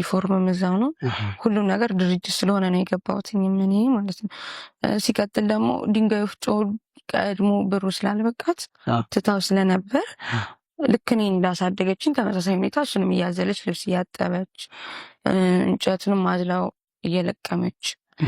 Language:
Amharic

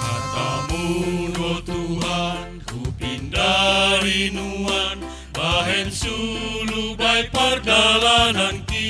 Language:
Batak Simalungun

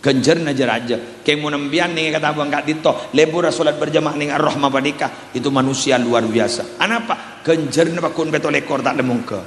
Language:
Madurese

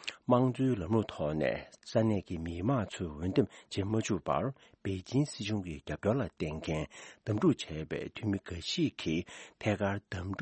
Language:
Tibetan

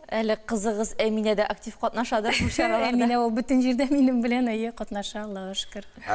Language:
Tatar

